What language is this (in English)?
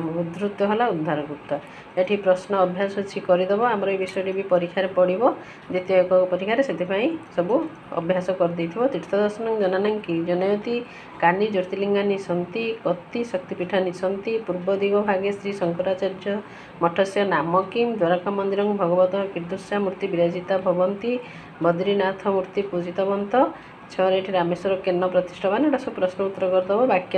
Odia